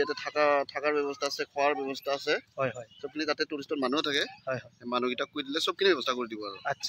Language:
Assamese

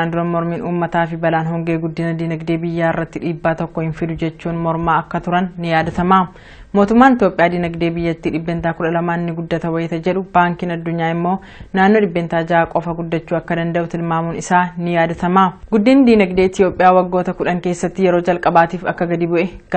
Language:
Oromo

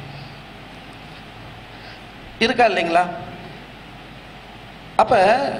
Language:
Tamil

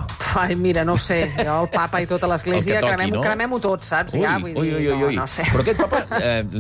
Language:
Catalan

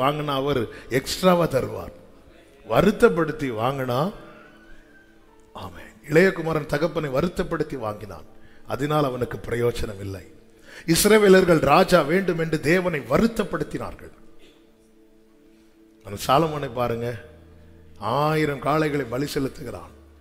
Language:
Tamil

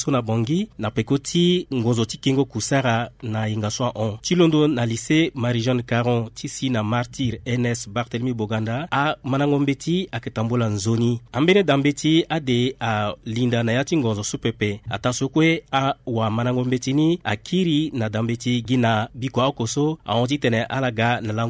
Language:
Sango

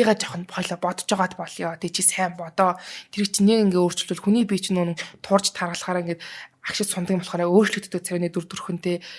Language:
Mongolian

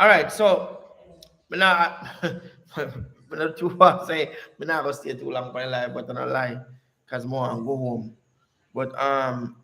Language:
Jamaican Creole English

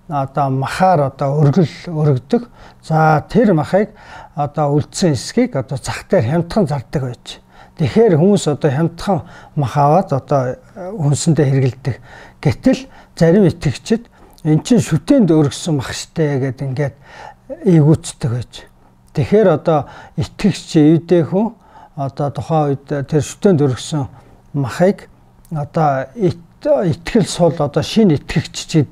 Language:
Mongolian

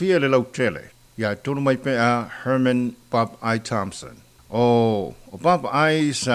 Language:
Samoan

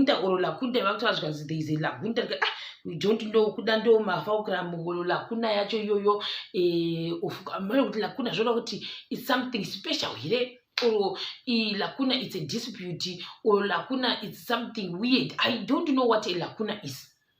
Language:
Shona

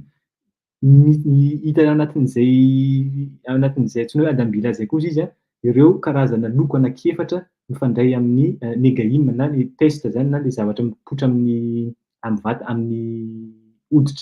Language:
Malagasy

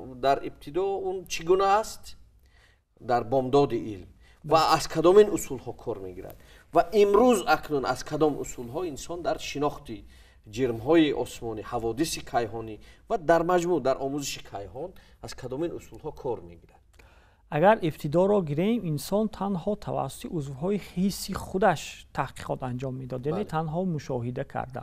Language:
Tajik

